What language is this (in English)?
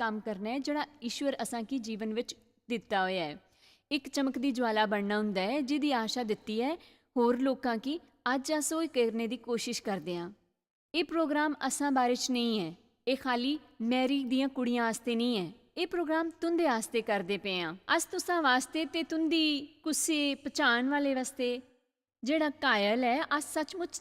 Dogri